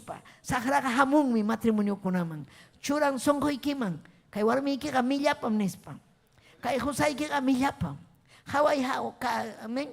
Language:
Ayacucho Quechua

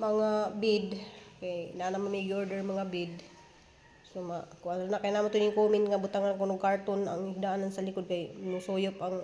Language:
Cebuano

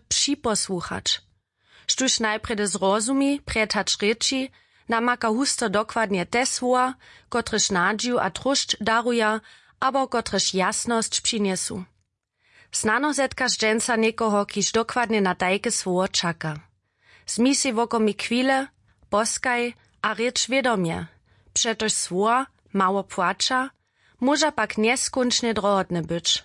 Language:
Upper Sorbian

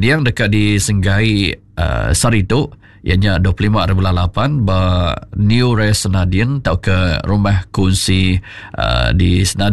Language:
Iban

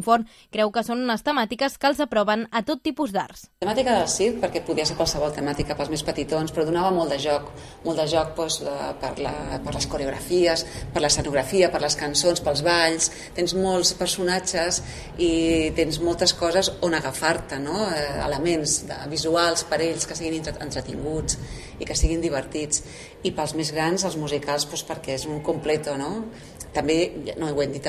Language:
Catalan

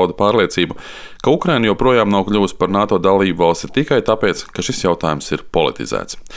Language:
Latvian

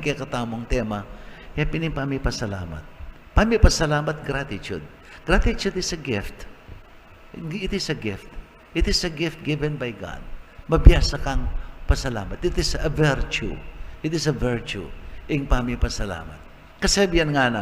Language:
Pampanga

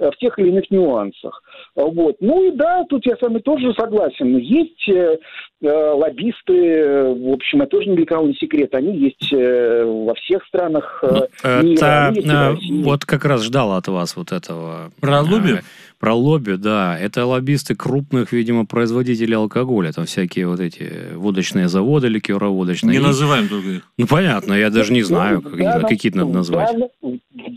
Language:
Russian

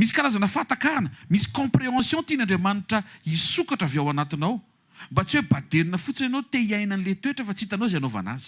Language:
Malagasy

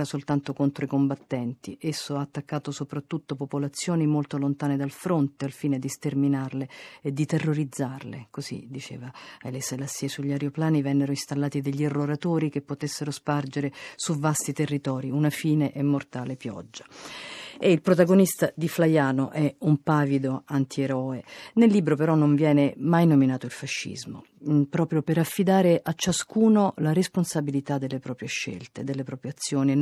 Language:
Italian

